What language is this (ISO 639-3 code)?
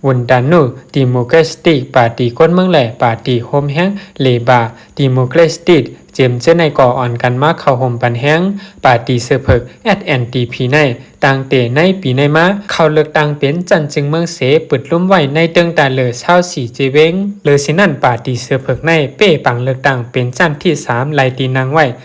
shn